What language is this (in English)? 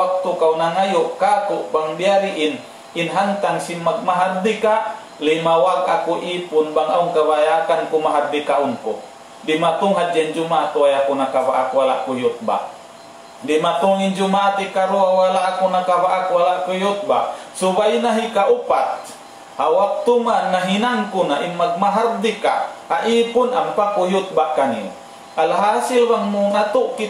Tausug